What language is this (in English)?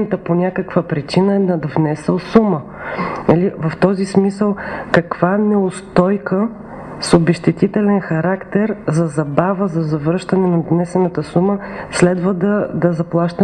Bulgarian